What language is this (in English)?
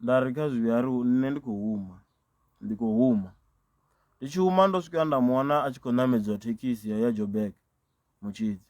Venda